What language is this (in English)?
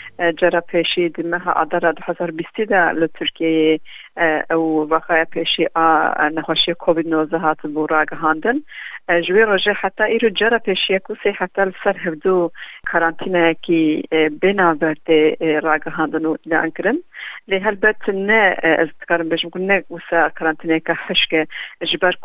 Kurdish